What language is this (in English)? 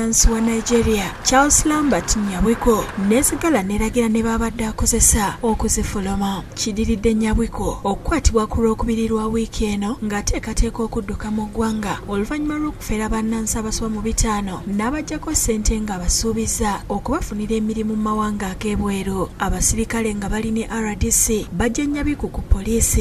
Ganda